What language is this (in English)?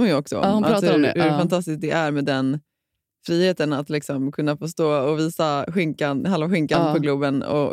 Swedish